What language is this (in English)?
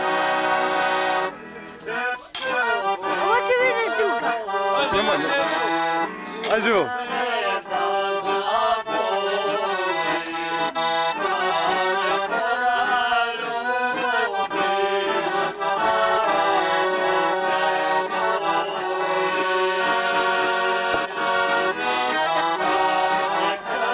Croatian